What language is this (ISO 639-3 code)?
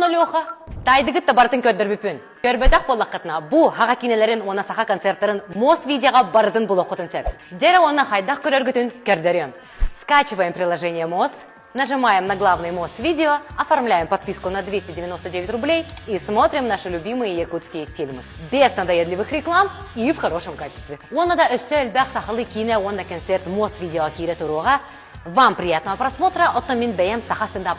sah